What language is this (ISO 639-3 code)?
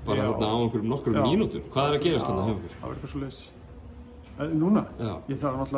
isl